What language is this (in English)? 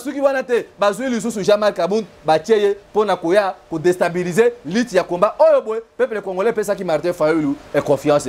Lingala